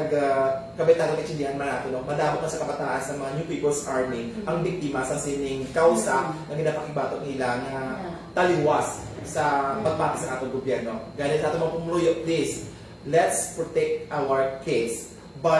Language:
Hiligaynon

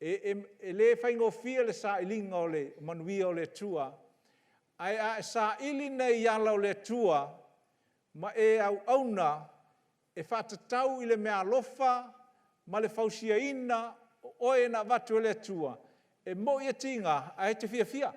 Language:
Samoan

